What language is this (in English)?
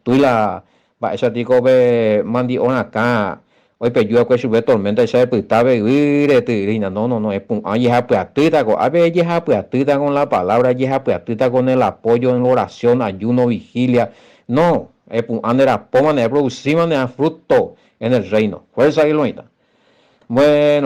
Guarani